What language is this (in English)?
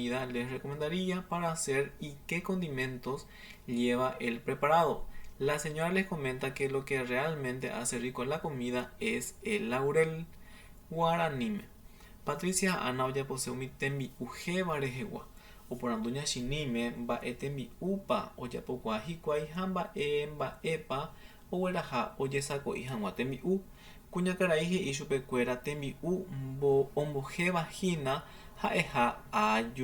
Guarani